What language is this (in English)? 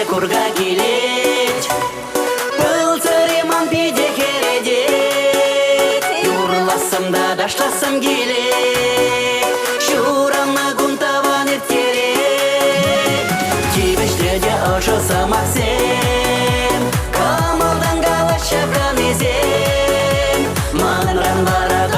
Chuvash